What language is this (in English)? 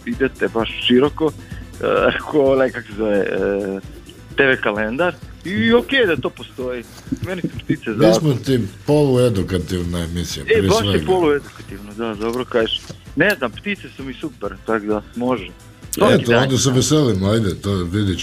Croatian